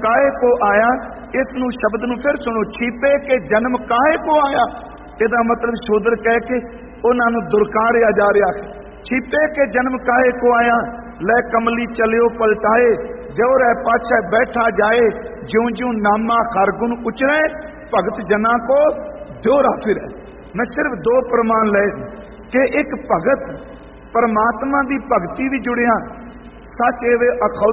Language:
Punjabi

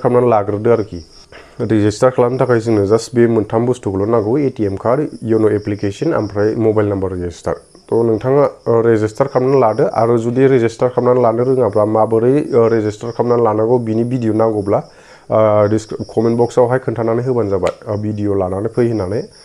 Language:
Bodo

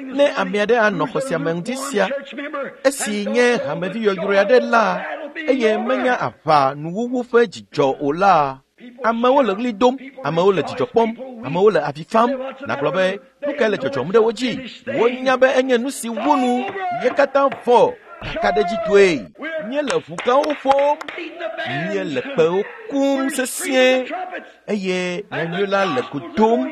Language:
Ewe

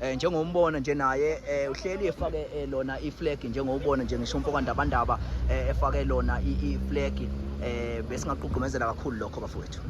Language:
Zulu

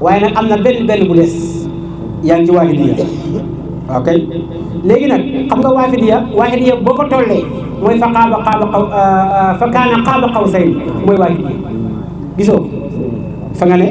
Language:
Wolof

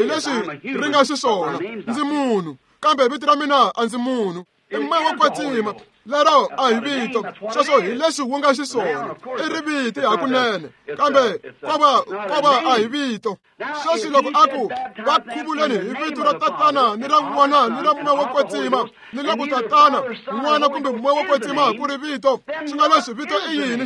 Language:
Tsonga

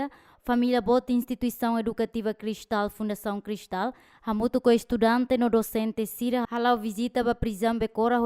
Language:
Tetum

